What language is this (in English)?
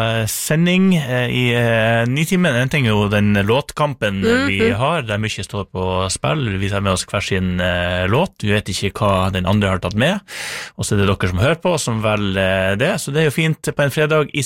Norwegian